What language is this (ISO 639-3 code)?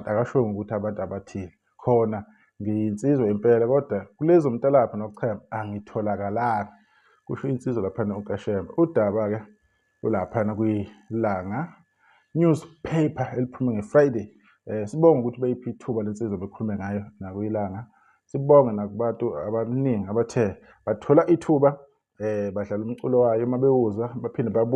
zul